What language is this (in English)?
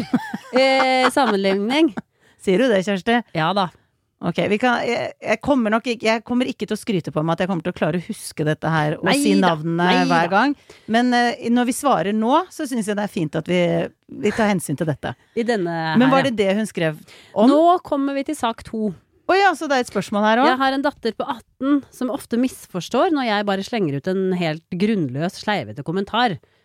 Norwegian